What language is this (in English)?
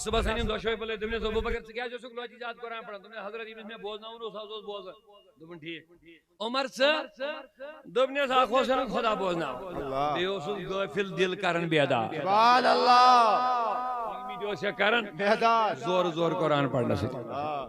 Kashmiri